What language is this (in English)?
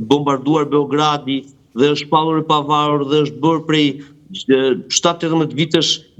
Albanian